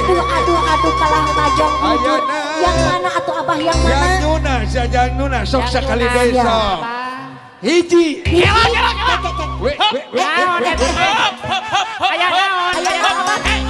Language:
Sundanese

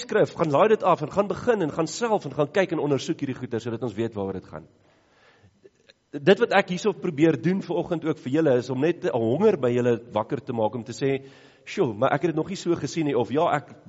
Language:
Afrikaans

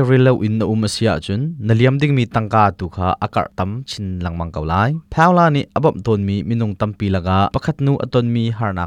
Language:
Hakha Chin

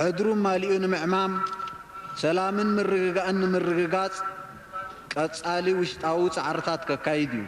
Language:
Tigrinya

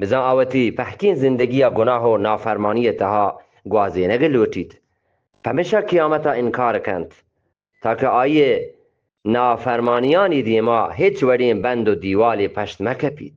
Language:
Eastern Balochi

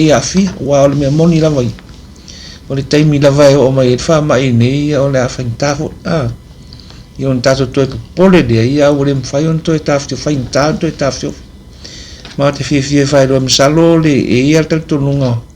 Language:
Samoan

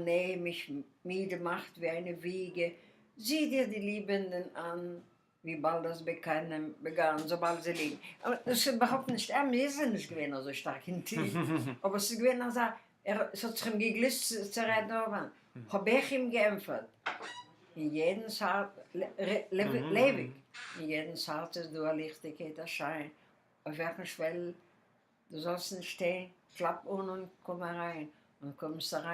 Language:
Yiddish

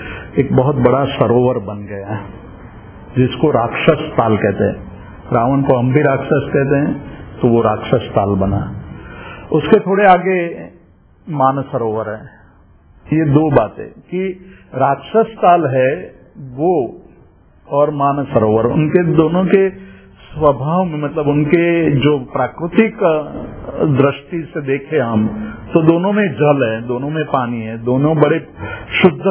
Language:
Hindi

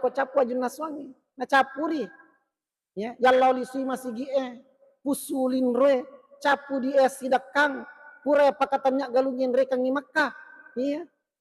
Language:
Buginese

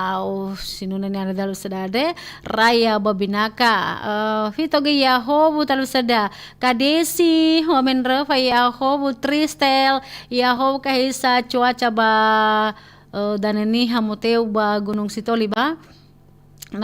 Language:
Nias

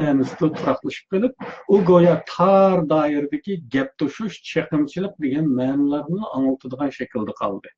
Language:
Uyghur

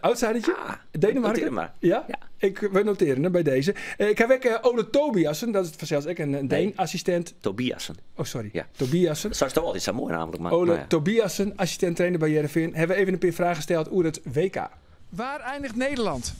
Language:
Western Frisian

